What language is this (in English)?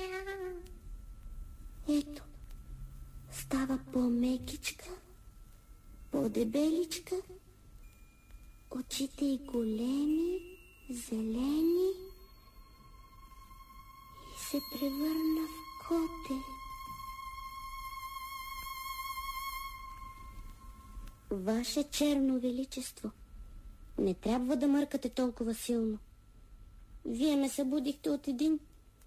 Bulgarian